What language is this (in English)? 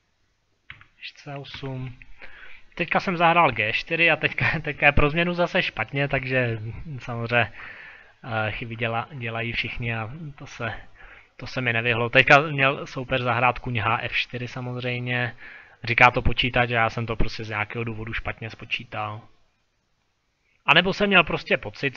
Czech